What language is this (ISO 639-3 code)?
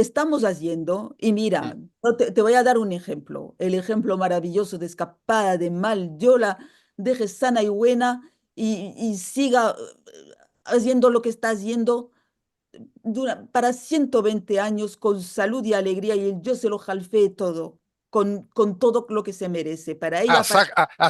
lad